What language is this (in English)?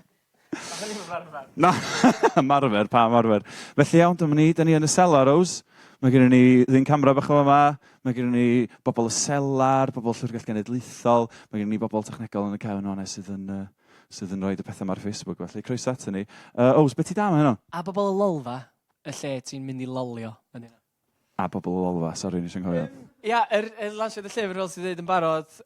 Welsh